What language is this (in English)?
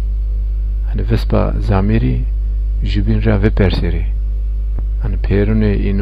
Zaza